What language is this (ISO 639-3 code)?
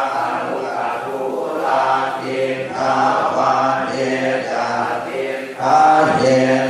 pli